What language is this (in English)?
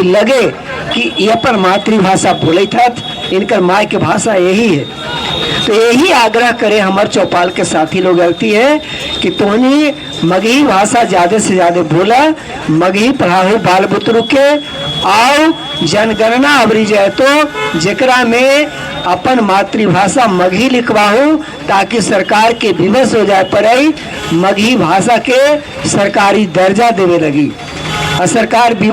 Magahi